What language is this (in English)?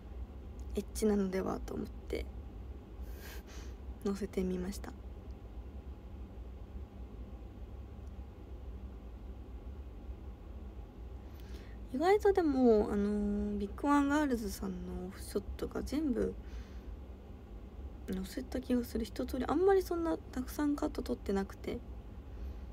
Japanese